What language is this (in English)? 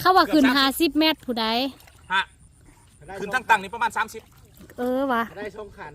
Lao